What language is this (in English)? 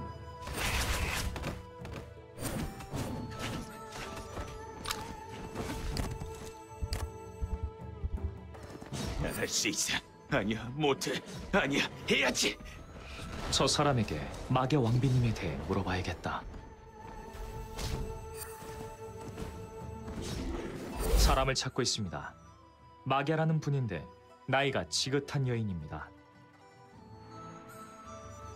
Korean